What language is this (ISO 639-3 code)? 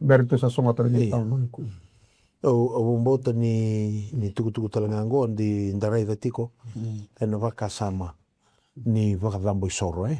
fij